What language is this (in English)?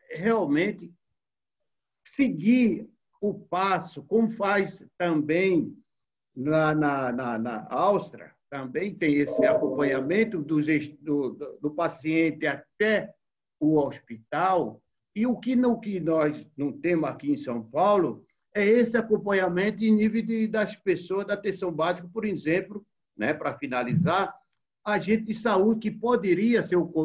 Portuguese